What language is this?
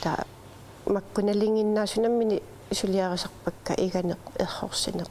Kalaallisut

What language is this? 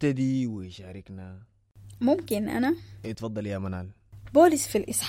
Sudanese Arabic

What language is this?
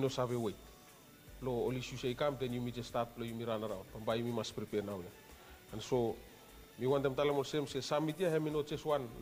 Bislama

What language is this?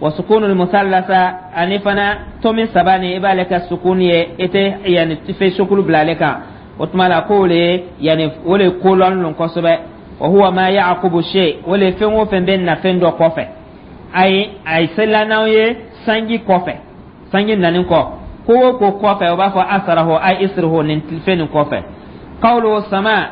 Dyula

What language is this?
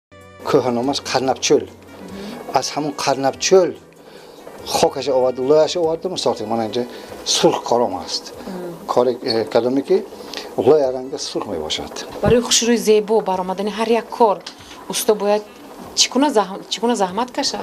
Tajik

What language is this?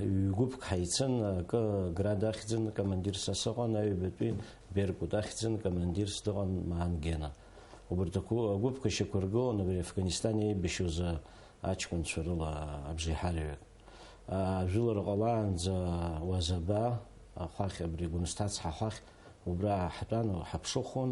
Abkhazian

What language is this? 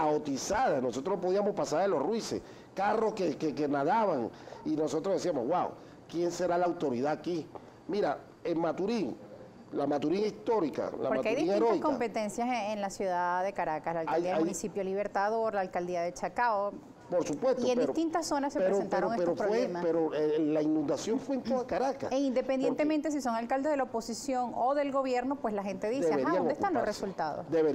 Spanish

